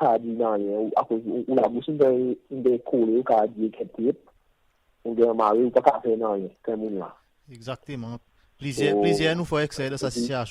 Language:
Seselwa Creole French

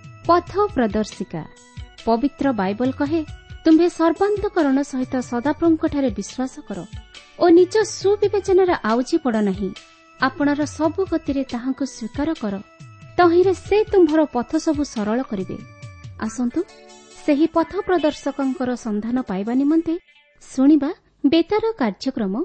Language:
Odia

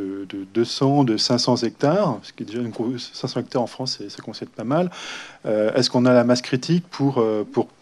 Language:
French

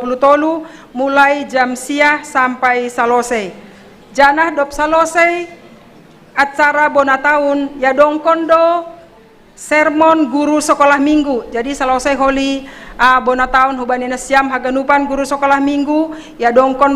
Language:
Batak Simalungun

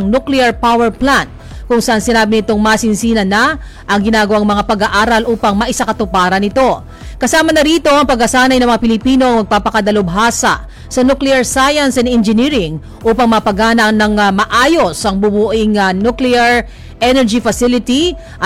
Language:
Filipino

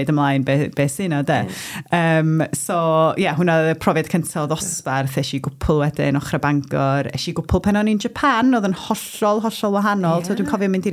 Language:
Welsh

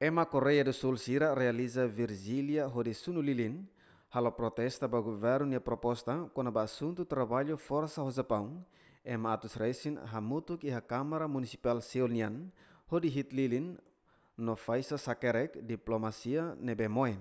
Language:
Tetum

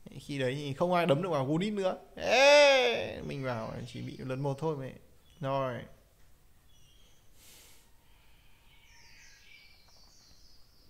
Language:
Vietnamese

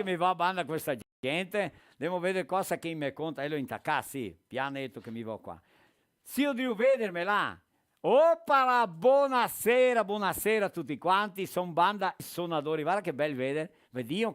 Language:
Venetian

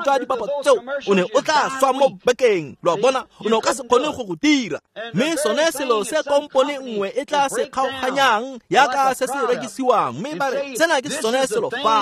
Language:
Tswana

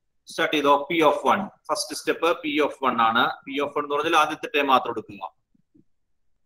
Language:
Malayalam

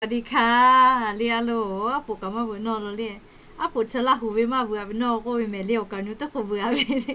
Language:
Lahu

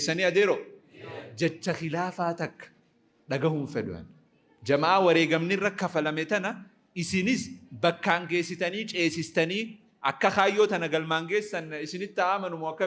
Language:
Oromo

